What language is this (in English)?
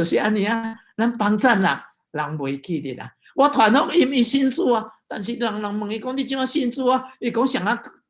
Min Nan Chinese